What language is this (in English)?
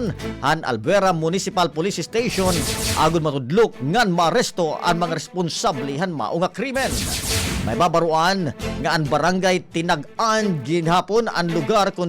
Waray